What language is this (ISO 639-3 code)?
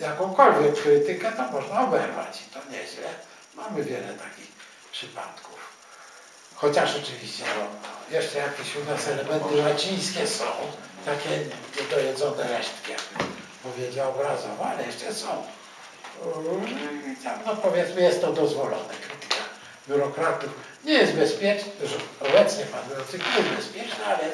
pol